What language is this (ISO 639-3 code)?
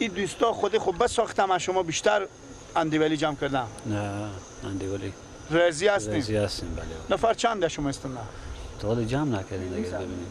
fas